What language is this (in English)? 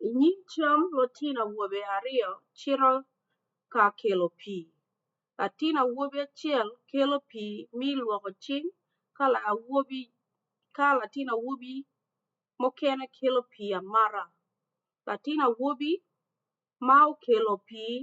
Acoli